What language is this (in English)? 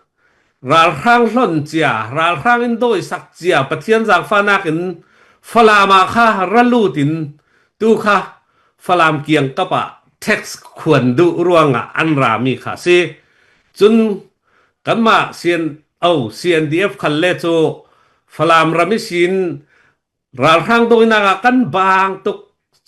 Falam Chin